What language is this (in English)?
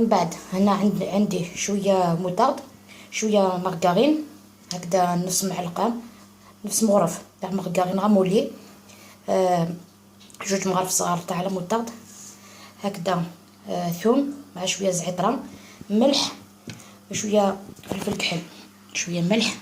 Algerian Arabic